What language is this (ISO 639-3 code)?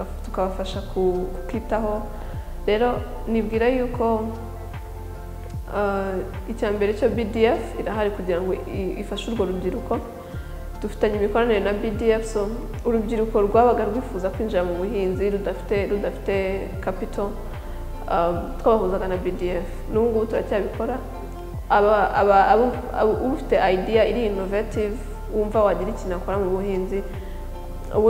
kin